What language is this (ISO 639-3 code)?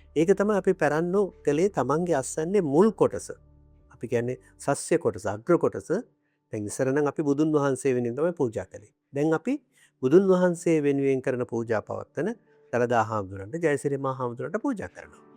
sin